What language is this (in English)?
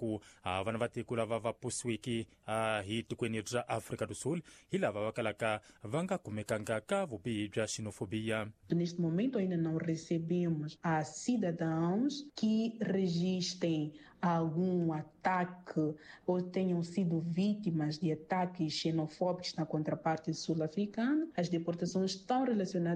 Tsonga